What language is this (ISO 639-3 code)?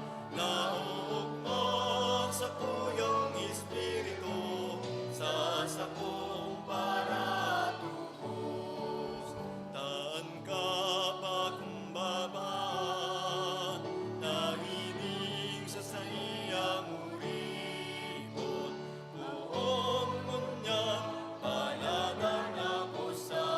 bik